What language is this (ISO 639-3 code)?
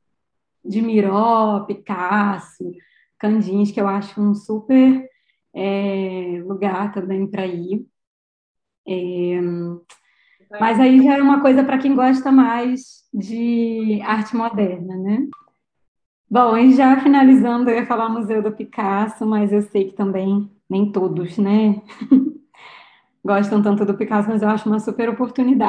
por